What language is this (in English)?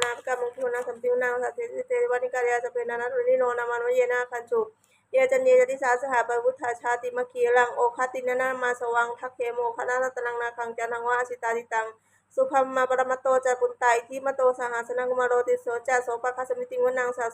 Pali